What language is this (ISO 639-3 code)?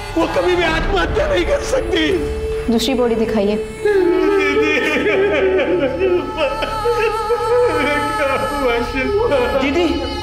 hin